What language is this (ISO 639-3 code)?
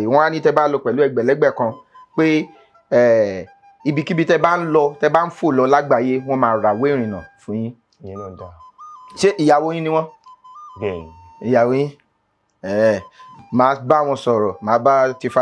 yor